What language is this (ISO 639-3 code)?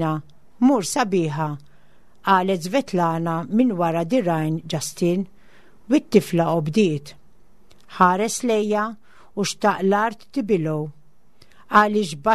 mlt